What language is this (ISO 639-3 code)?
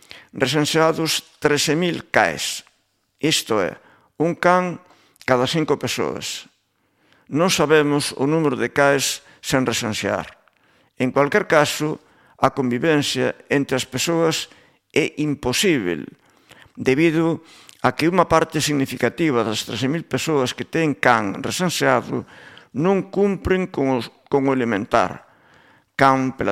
glg